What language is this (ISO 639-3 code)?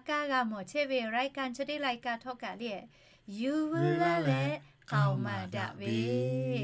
lhu